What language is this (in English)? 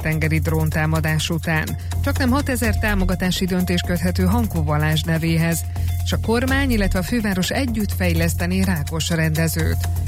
Hungarian